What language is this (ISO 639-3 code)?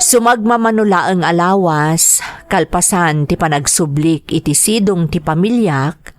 ilo